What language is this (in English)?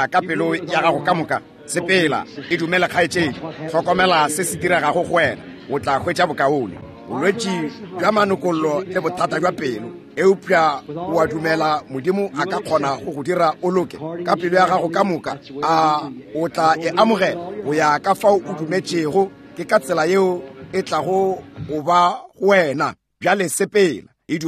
Northern Sotho